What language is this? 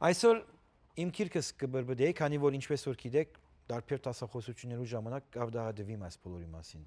Western Armenian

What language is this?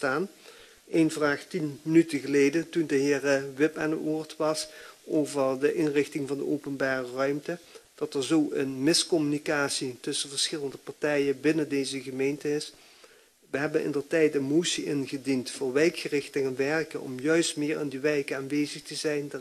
Dutch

